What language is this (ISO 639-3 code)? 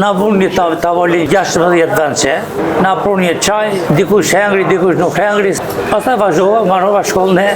sqi